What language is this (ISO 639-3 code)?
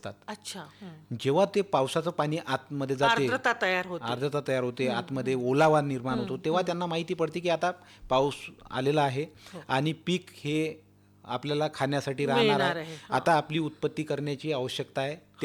mar